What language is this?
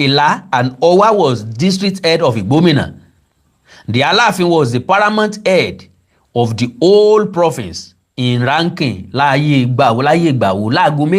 Yoruba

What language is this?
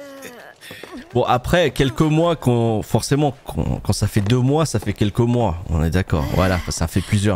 French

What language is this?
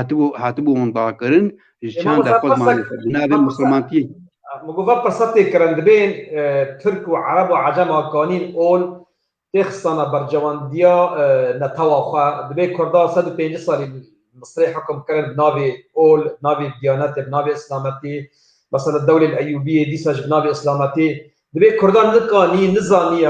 Kurdish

